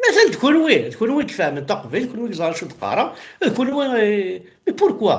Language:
Kabyle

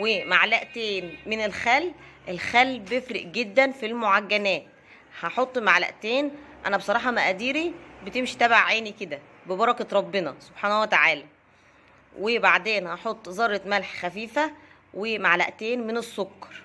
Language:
Egyptian Arabic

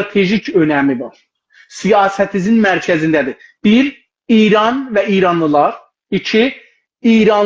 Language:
South Azerbaijani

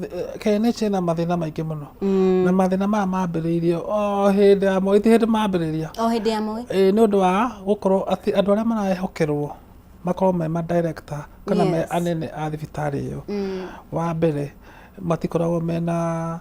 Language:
Kikuyu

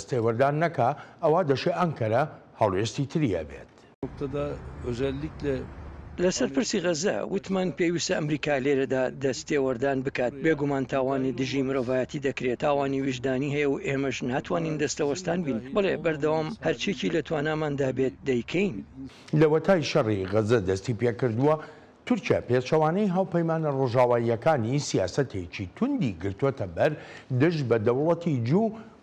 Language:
Central Kurdish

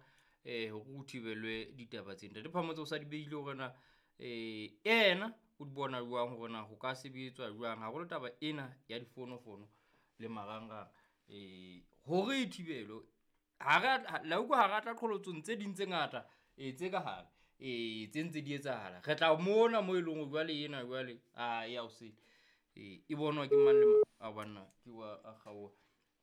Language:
Southern Sotho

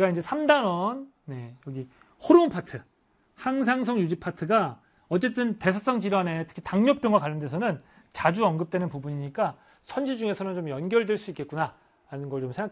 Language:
Korean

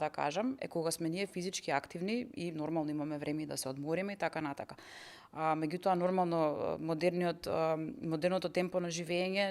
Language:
Macedonian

